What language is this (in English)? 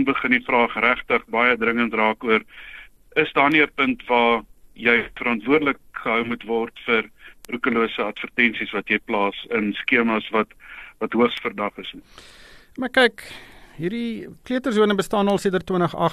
Afrikaans